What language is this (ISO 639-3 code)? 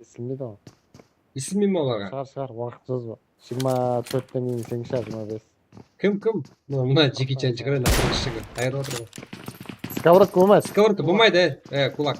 kaa